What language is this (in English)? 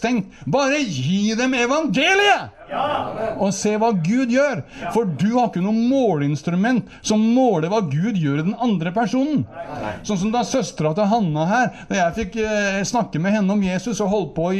Norwegian